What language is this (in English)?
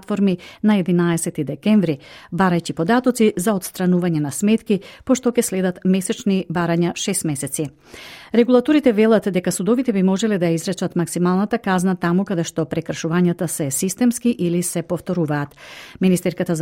Macedonian